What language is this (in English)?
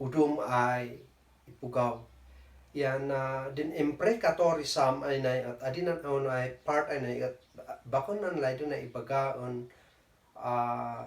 Kankanaey